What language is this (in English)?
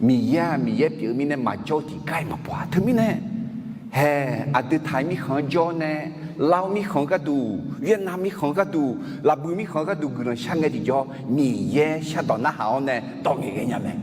Akha